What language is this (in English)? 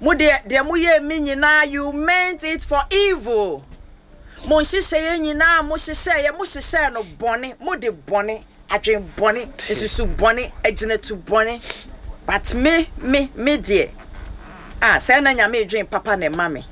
Akan